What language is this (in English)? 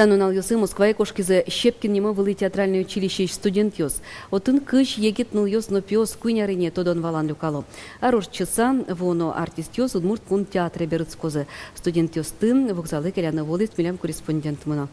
Udmurt